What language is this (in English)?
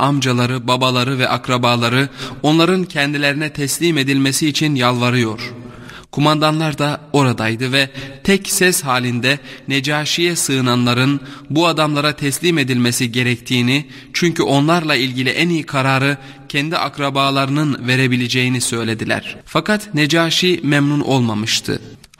Turkish